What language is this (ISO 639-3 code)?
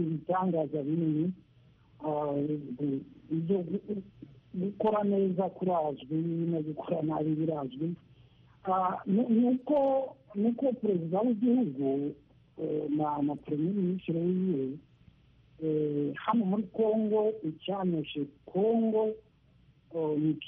kin